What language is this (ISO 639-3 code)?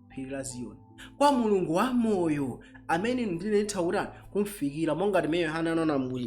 nya